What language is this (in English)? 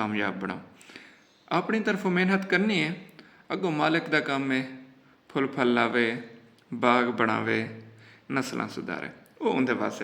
Saraiki